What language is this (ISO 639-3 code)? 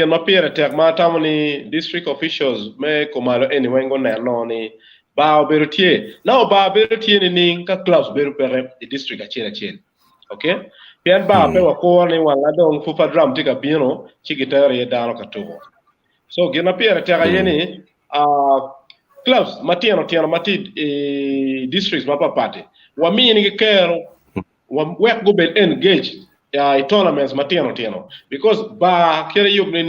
ach